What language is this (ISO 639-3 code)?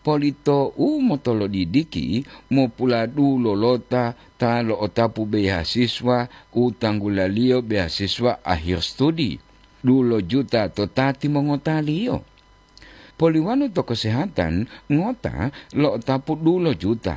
gor